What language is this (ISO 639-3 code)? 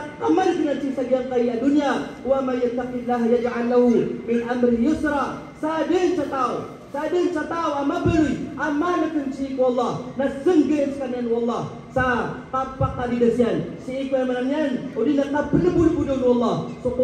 mrw